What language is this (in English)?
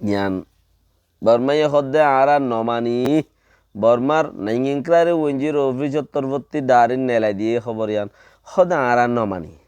Rohingya